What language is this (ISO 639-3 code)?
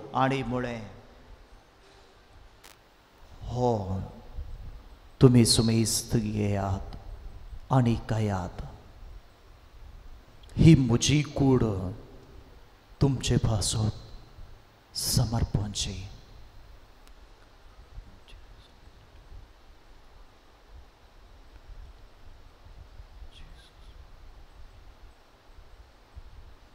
kok